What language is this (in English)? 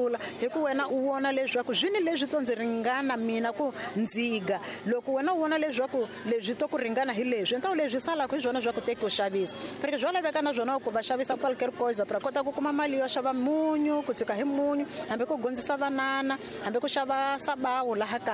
Tsonga